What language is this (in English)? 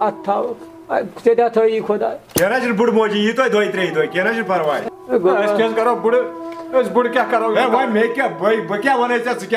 Kashmiri